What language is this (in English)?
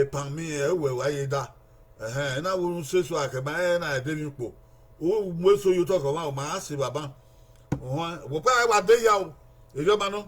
Bini